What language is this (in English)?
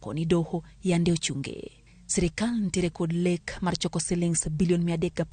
Luo (Kenya and Tanzania)